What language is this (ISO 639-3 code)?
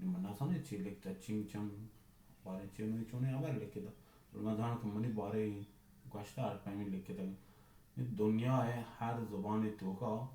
bal